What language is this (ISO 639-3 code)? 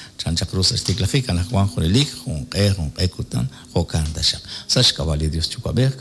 kek